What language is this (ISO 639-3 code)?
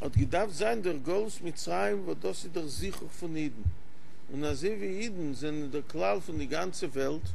yid